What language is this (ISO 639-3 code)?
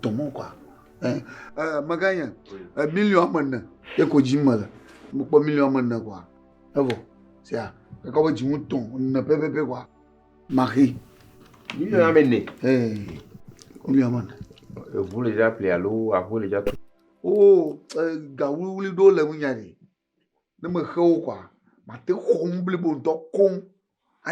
ewe